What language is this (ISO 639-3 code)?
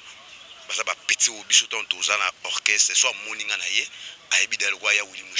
lin